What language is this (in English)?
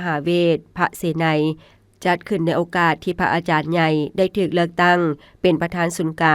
Lao